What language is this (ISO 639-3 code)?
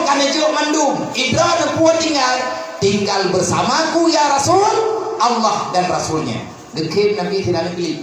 ace